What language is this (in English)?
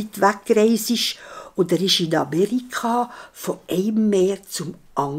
Swiss German